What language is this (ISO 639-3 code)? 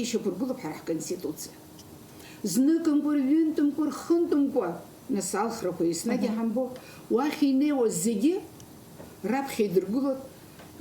abk